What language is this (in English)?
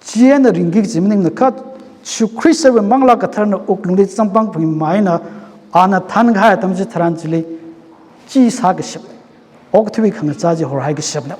Tangkhul Naga (India)